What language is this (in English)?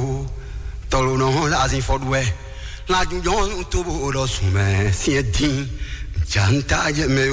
Fon